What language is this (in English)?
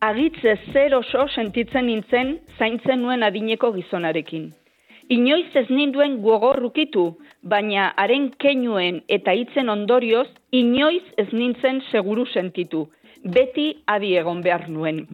Basque